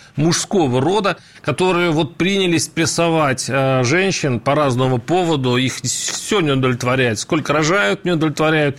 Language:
Russian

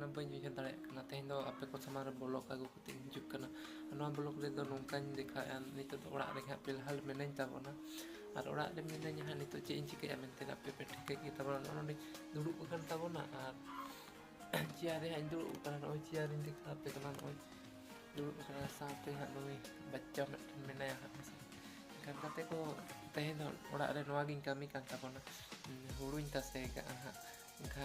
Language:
Santali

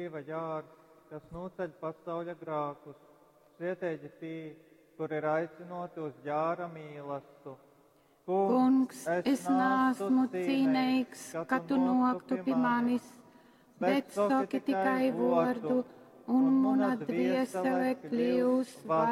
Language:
Latgalian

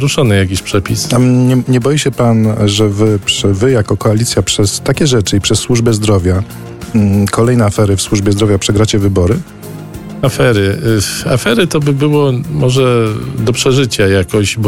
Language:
Polish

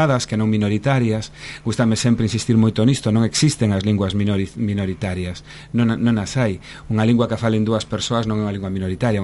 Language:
Galician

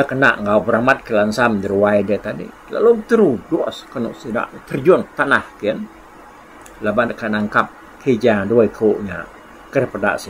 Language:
Iban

